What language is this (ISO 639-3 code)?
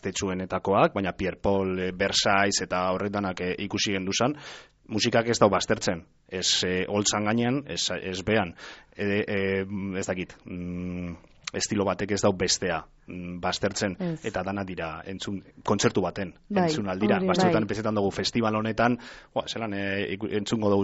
eus